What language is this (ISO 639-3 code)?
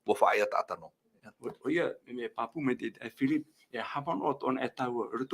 tah